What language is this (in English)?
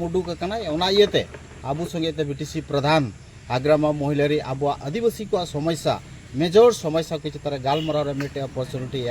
Santali